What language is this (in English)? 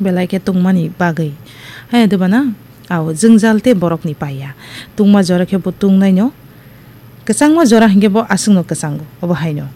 Kok Borok